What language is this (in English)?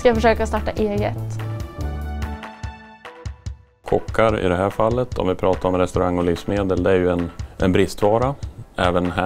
Swedish